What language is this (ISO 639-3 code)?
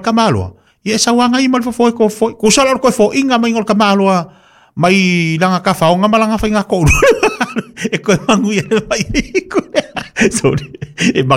smo